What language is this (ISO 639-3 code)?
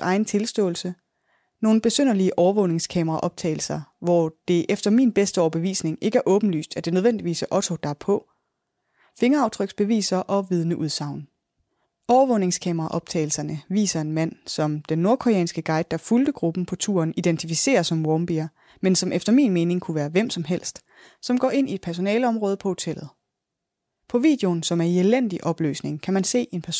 dan